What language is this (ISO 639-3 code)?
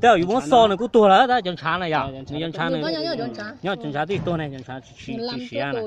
hmn